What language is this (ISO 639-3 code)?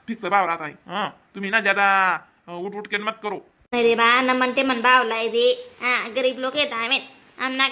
khn